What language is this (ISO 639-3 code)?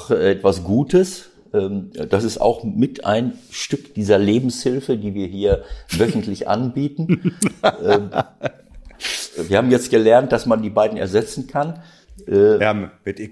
deu